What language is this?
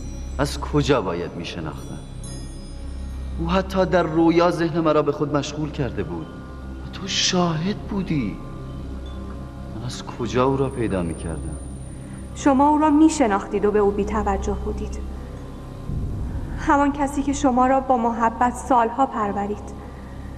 Persian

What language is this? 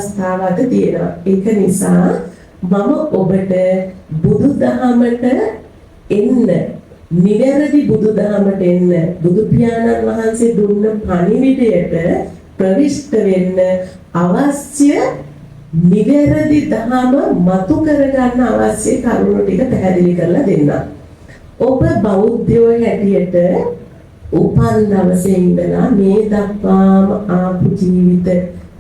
Sinhala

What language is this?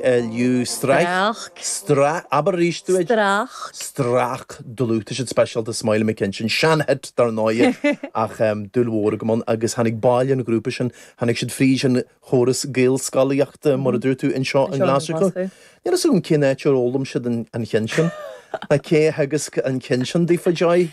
Irish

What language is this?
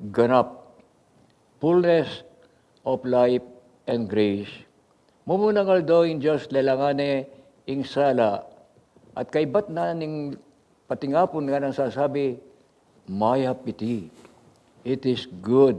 Pampanga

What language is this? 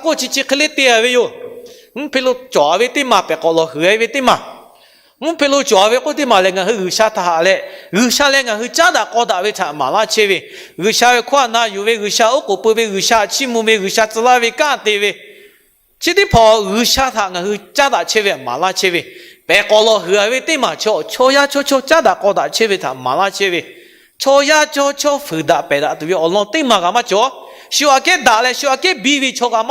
Lahu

